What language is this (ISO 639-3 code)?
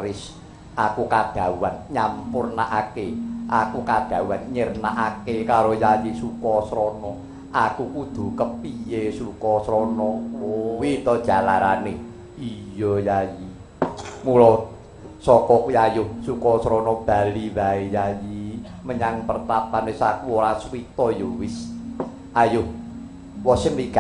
jav